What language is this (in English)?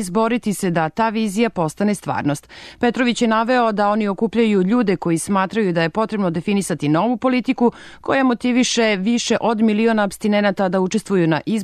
Serbian